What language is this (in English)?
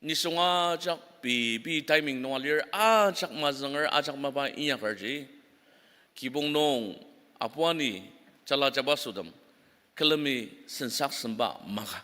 Ao Naga